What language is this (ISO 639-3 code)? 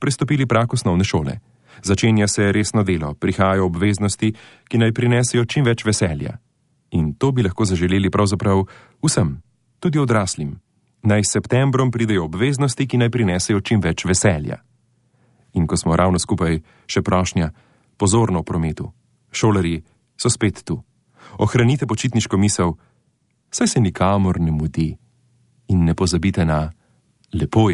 slv